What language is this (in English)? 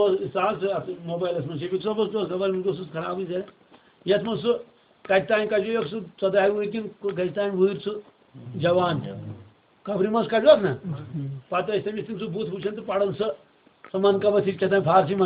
Kashmiri